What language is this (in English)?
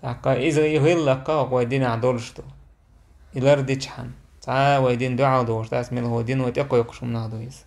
Chechen